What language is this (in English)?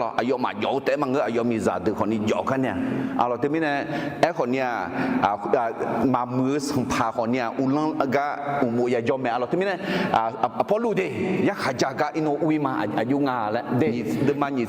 Akha